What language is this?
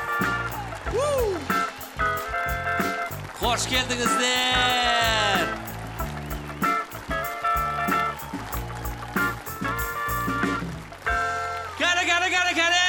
Kazakh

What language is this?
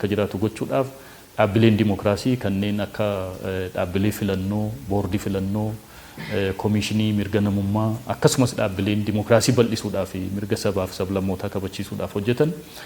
Oromo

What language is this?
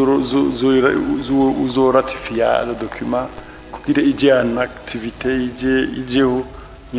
Rundi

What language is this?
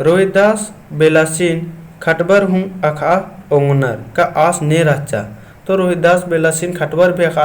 Kurukh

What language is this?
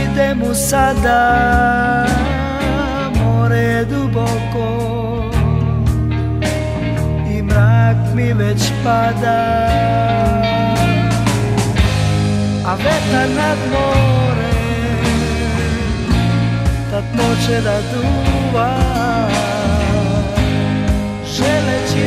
Serbian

